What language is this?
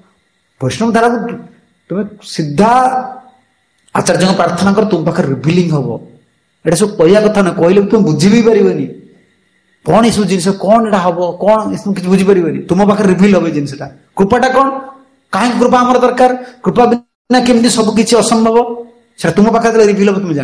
Odia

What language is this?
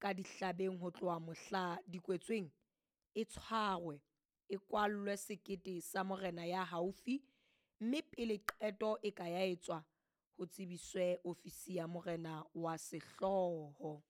Southern Sotho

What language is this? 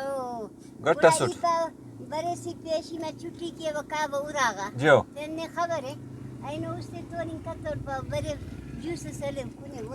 Brahui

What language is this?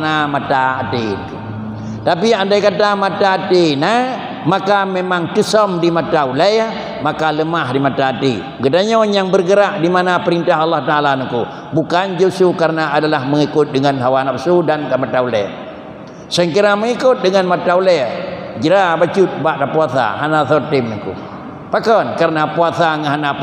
Achinese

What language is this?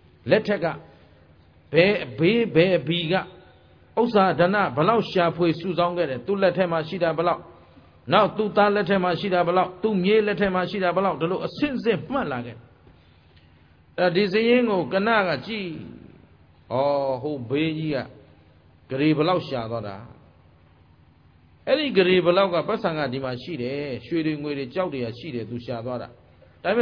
Burmese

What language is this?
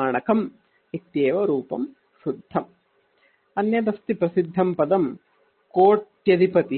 Sanskrit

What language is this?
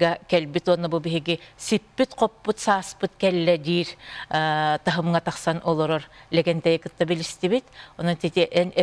Yakut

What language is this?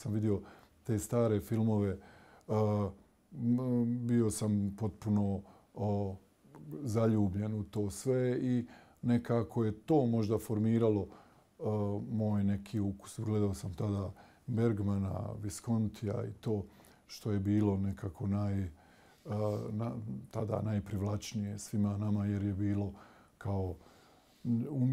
Bosnian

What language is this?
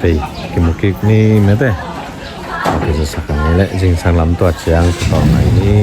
Tedim Chin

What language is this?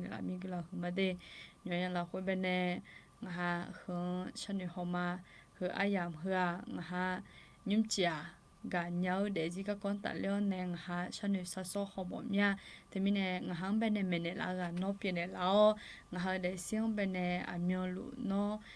Akha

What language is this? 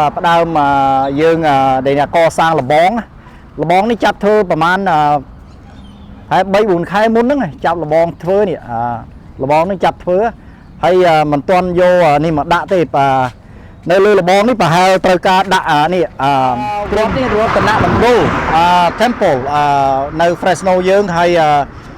Khmer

